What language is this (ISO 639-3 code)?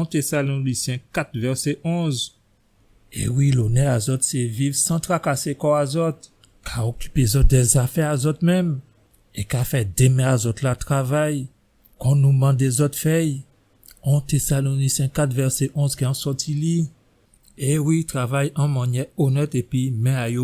gcf